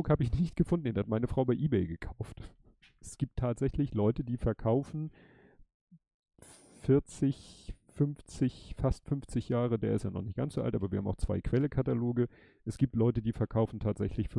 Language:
German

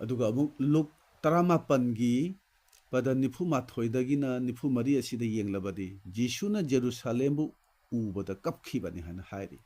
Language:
Manipuri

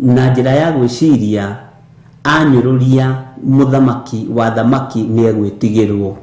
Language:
Kikuyu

